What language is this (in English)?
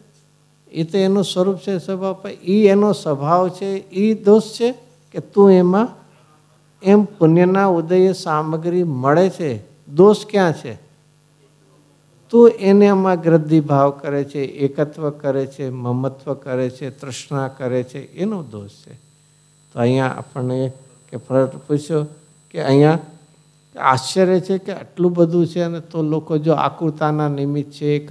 Gujarati